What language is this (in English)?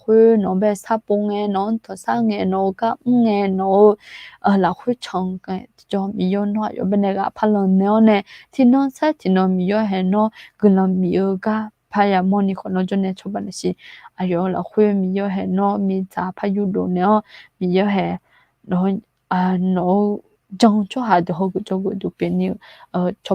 Akha